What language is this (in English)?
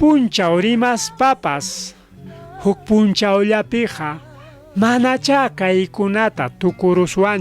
Ayacucho Quechua